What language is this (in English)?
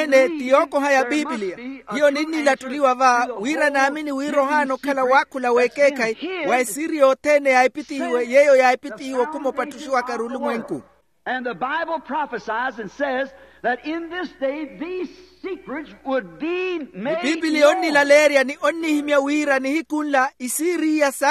Makhuwa